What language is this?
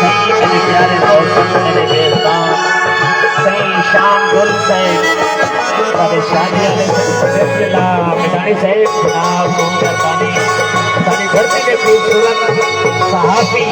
Saraiki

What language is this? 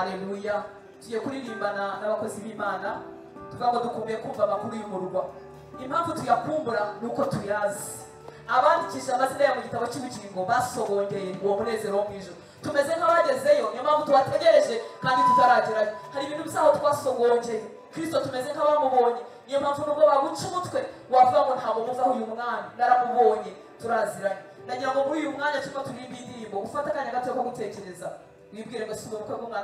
Kinyarwanda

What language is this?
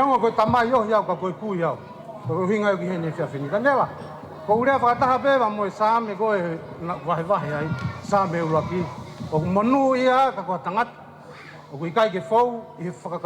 Tongan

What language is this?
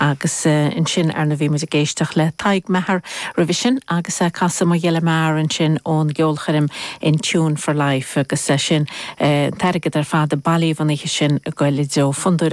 Irish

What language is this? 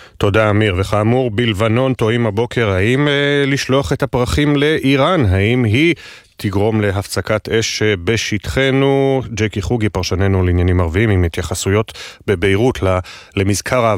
Hebrew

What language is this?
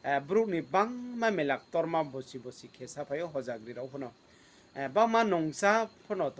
Riang (India)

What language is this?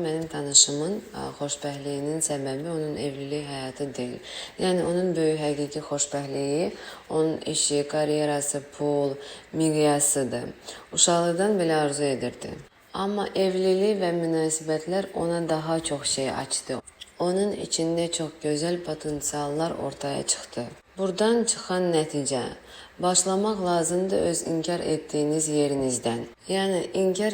Azerbaijani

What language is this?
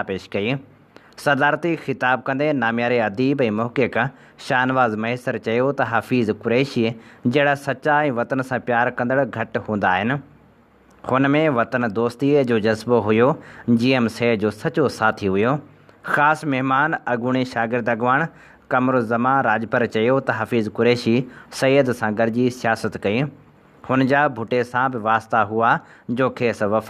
Sindhi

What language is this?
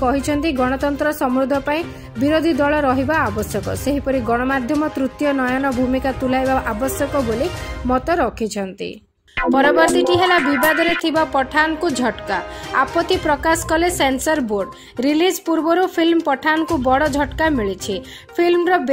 Odia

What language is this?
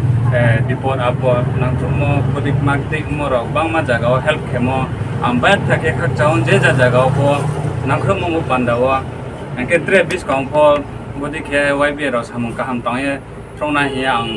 Riang (India)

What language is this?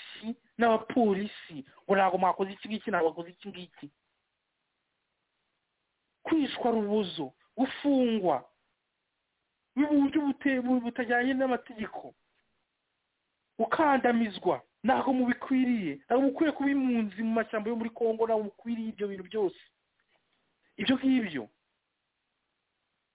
Kinyarwanda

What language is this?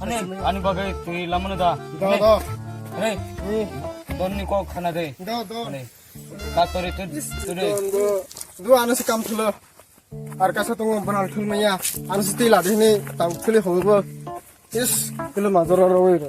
Kok Borok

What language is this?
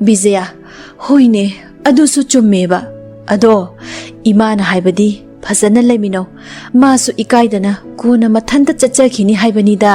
Manipuri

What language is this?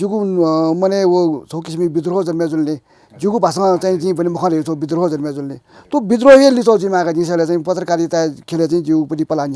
Newari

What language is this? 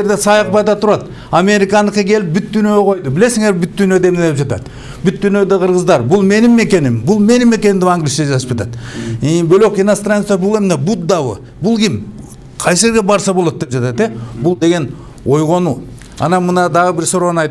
Kyrgyz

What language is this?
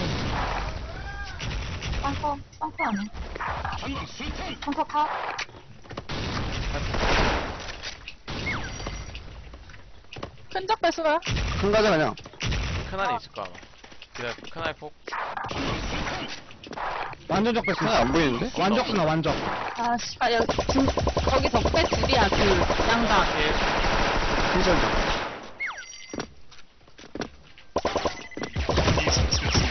Korean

